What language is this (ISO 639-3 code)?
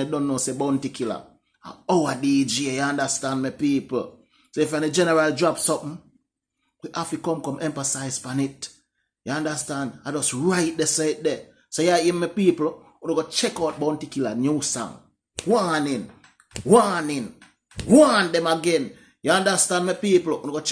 jam